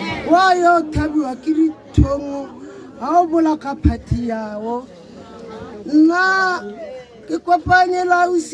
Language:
Tswana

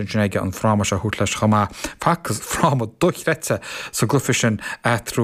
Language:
Irish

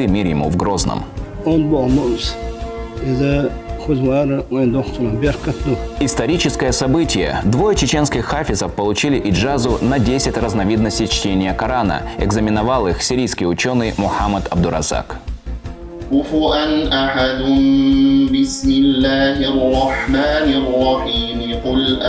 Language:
Chechen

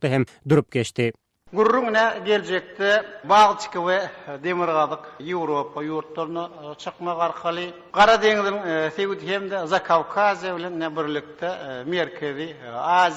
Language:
Turkmen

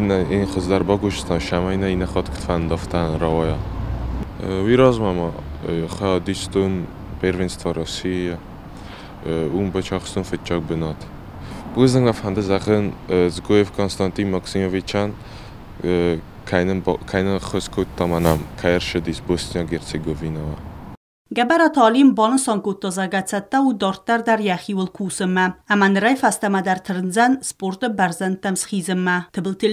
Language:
Ossetic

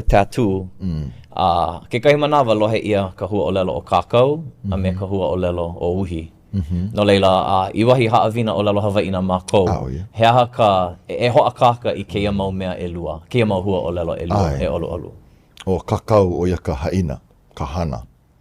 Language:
Hawaiian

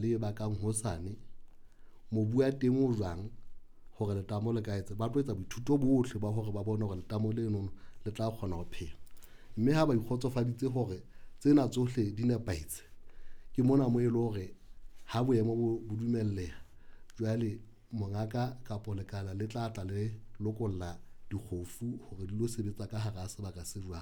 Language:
Southern Sotho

